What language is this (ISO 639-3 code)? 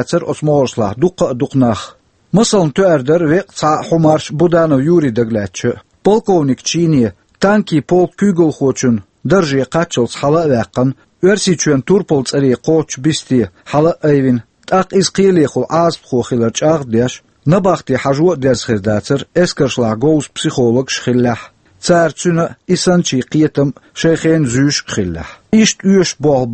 che